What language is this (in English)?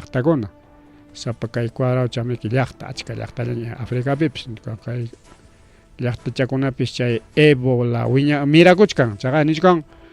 Ayacucho Quechua